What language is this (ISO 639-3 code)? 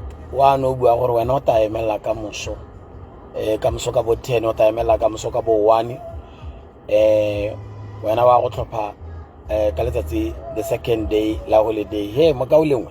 tsn